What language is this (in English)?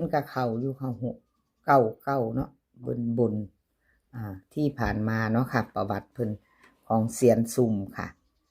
Northeastern Thai